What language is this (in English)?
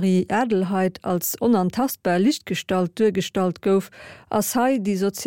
Luxembourgish